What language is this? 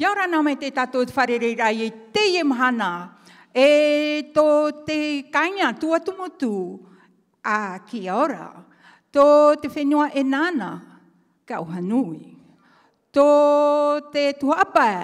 Tahitian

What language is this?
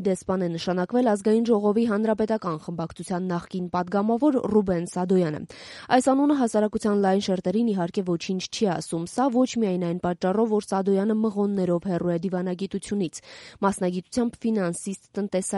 Armenian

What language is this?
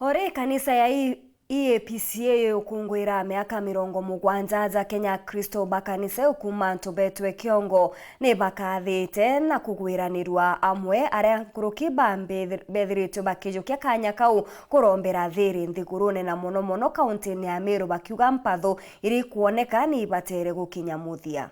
Meru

